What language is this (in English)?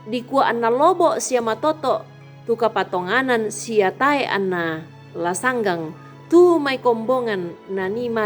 Toraja-Sa'dan